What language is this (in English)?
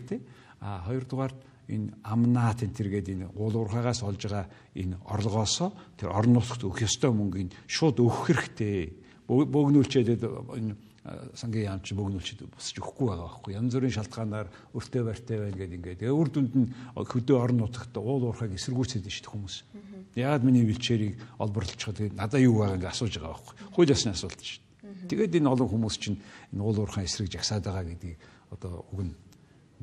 Mongolian